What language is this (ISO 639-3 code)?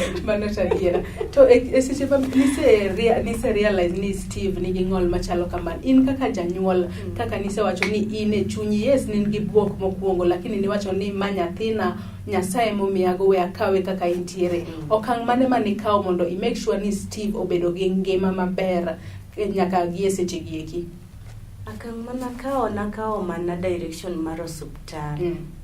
luo